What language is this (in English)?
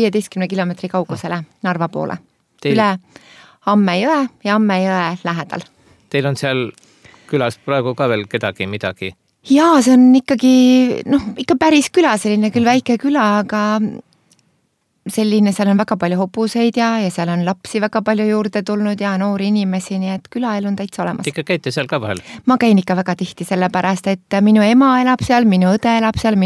Estonian